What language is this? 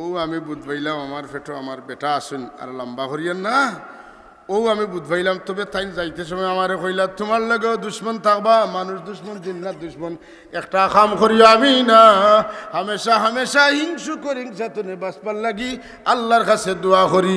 Sylheti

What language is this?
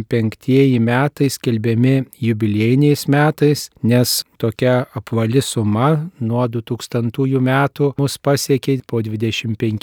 Lithuanian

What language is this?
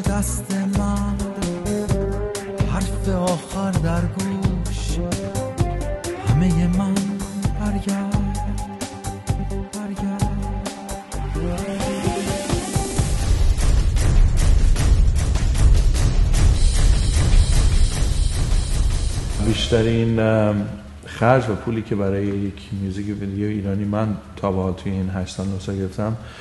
Persian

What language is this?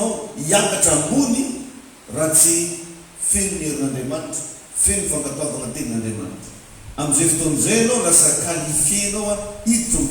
Malagasy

